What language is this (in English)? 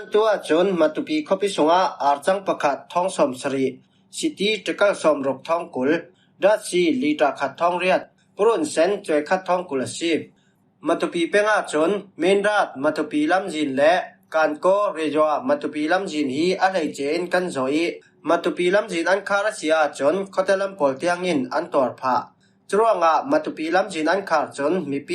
Falam Chin